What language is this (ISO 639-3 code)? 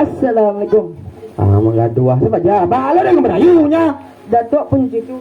min